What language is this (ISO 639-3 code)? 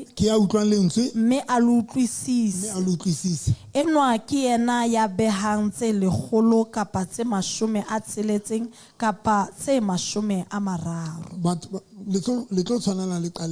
sot